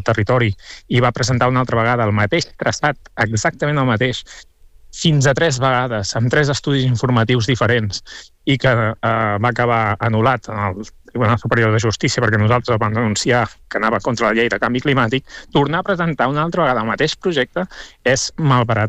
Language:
Catalan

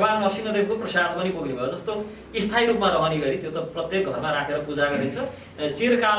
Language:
Nepali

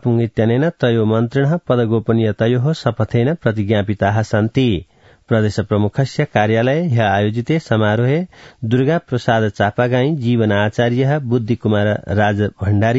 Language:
Sanskrit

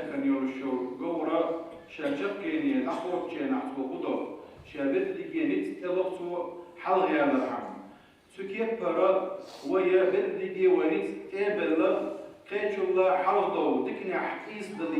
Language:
Chechen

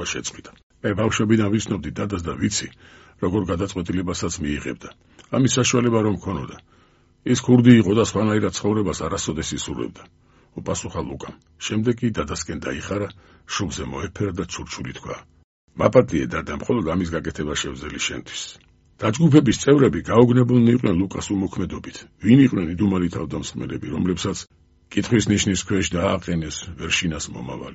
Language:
Georgian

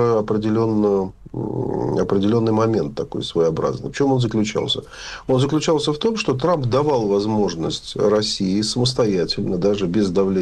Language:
Russian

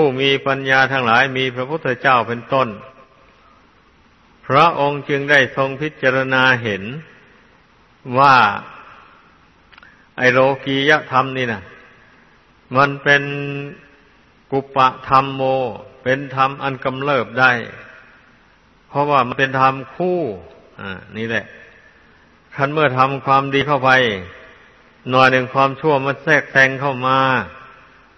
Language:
Thai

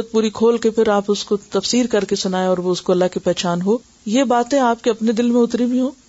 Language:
Urdu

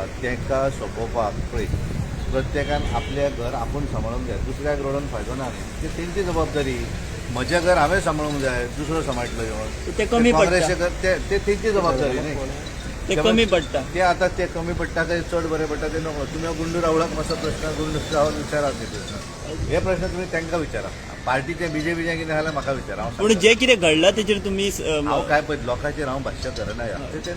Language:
Konkani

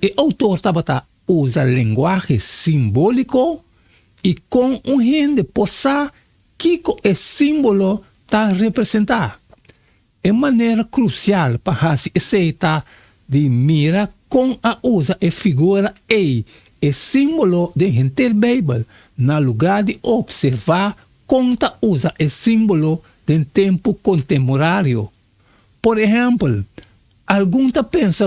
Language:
Papiamento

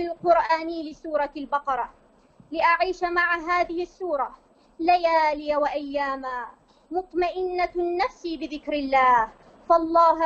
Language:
Arabic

